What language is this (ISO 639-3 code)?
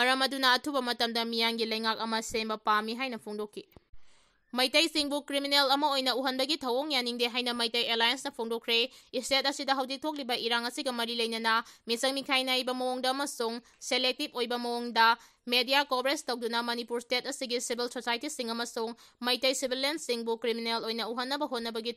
mni